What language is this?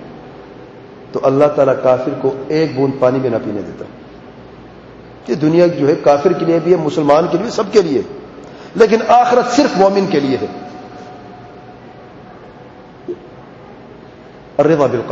Urdu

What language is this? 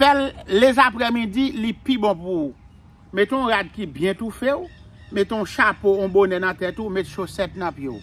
Haitian Creole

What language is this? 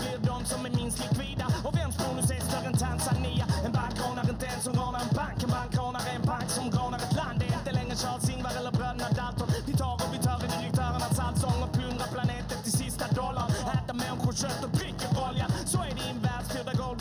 Swedish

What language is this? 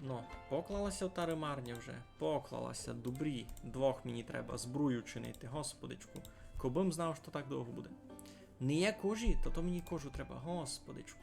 Rusyn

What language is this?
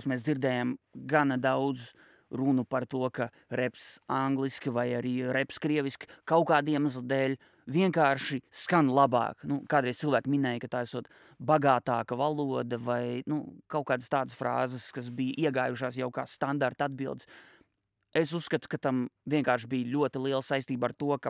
Latvian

